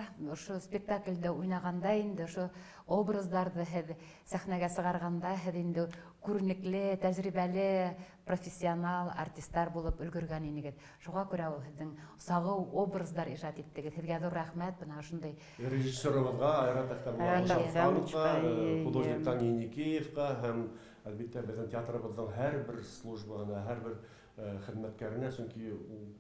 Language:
Bashkir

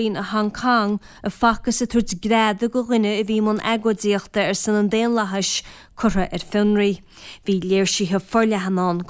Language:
Irish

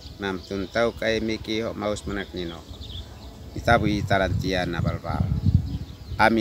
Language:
Uab Meto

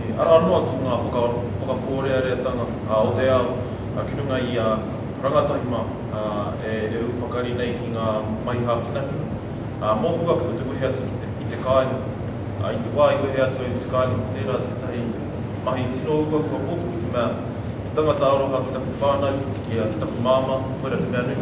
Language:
Māori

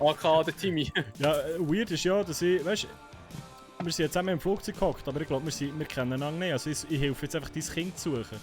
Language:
Swiss German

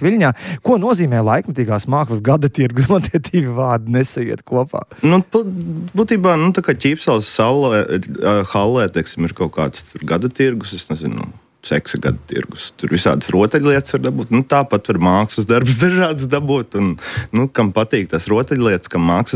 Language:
Latvian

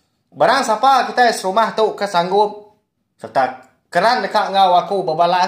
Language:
Iban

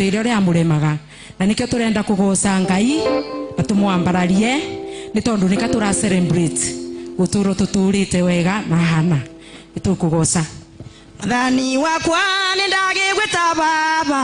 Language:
Kikuyu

